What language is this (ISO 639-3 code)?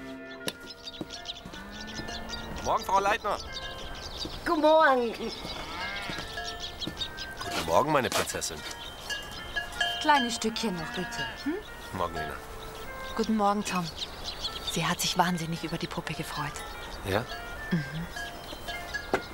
deu